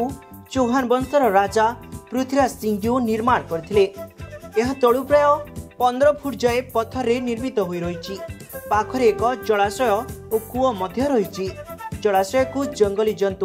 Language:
Odia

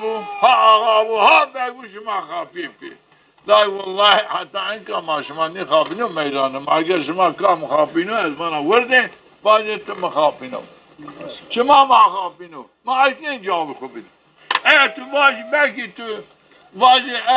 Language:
Zaza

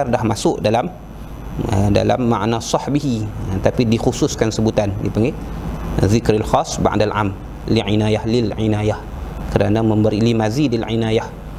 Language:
Malay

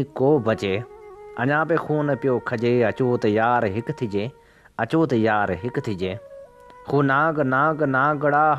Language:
Sindhi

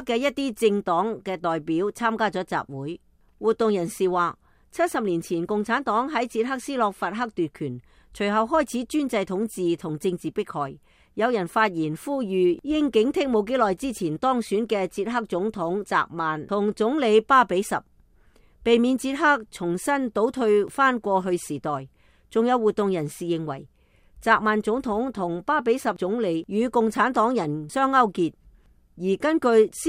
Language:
Cantonese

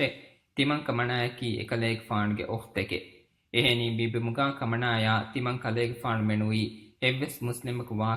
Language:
Divehi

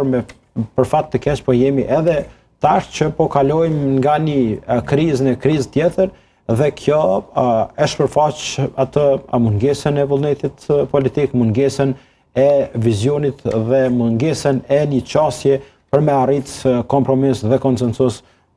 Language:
Albanian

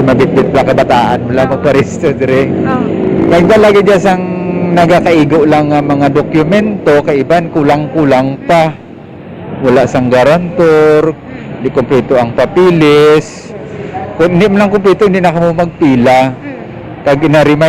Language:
Hiligaynon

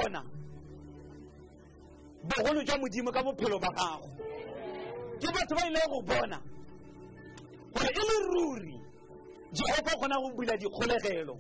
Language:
Tswana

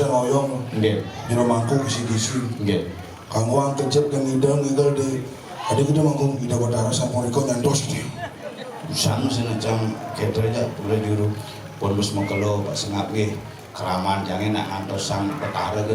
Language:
Balinese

